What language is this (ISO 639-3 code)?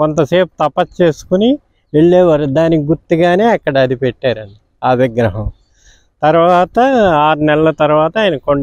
tel